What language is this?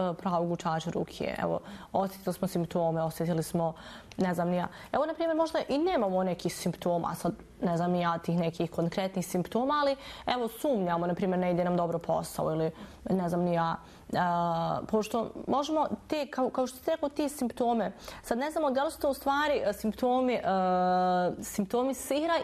Bosnian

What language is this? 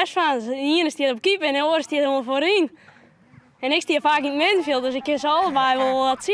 Western Frisian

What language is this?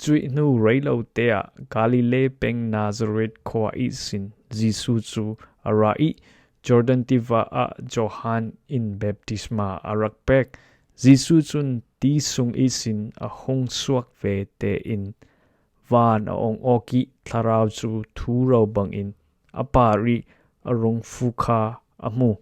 Falam Chin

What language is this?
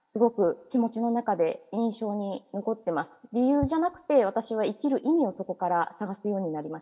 Japanese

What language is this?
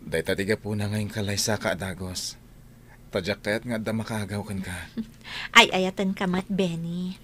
Iloko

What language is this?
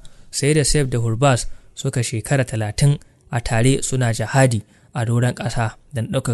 Hausa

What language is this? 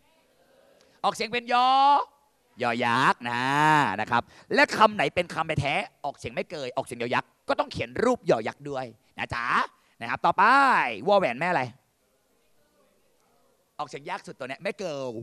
Thai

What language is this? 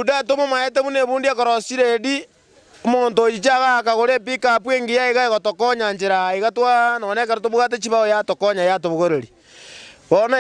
Gusii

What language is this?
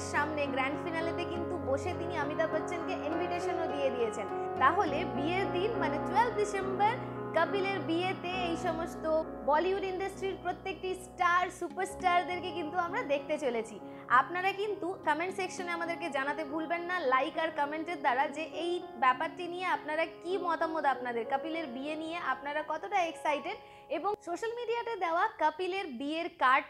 Bangla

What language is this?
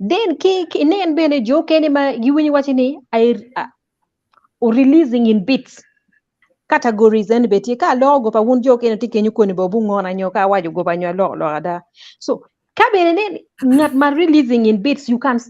Acoli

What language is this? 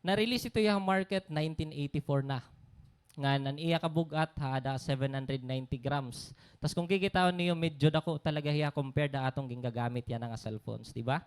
Waray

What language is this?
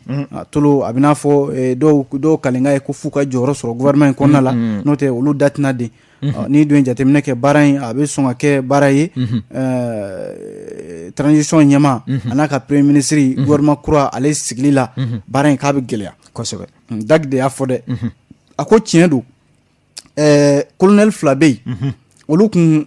Bambara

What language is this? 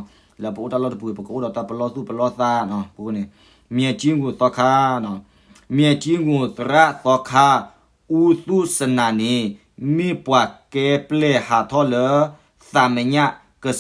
S'gaw Karen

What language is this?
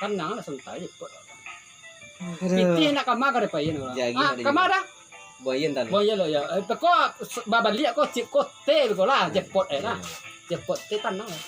Minangkabau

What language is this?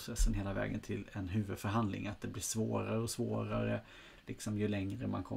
Swedish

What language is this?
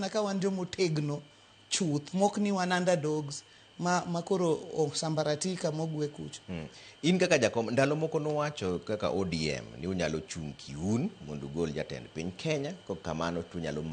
Luo (Kenya and Tanzania)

